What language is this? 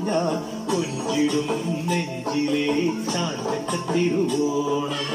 Malayalam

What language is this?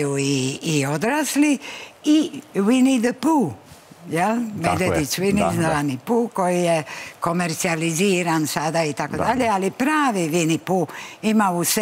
Croatian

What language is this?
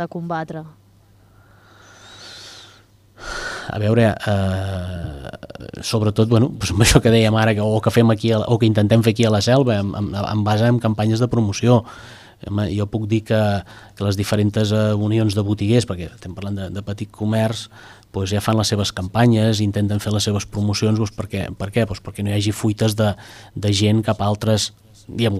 Catalan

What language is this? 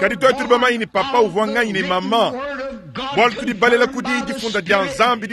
Luba-Lulua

